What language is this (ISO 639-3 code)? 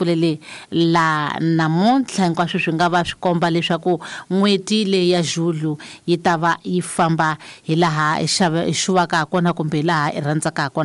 tso